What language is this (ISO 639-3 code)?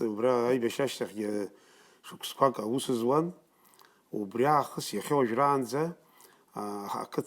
abk